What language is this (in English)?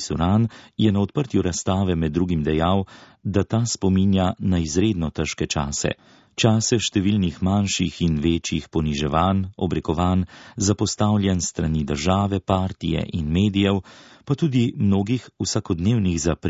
Slovenian